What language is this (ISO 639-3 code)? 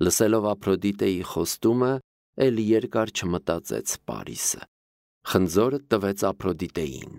hye